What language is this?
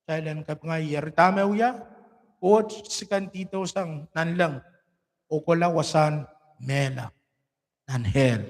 Pohnpeian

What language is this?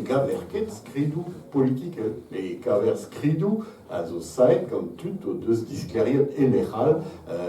Breton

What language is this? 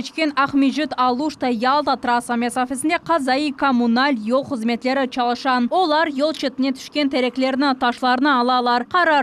Crimean Tatar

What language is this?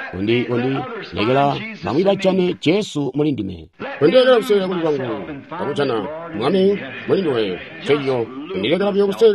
Tonga (Zambia)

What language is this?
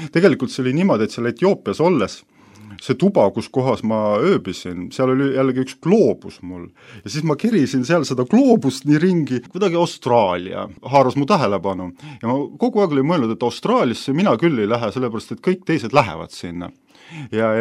Estonian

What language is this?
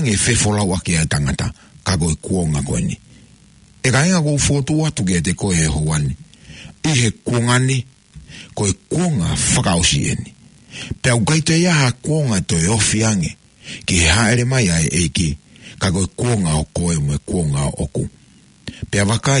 Tongan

